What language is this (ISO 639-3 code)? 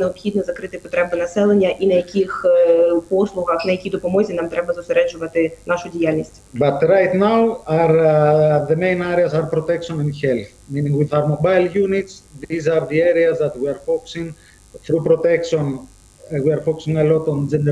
ukr